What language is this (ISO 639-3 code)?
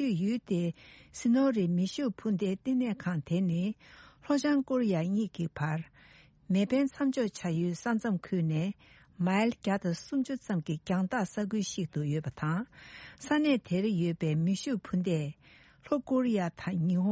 bod